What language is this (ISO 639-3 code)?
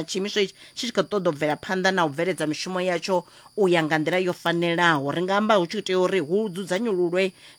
ven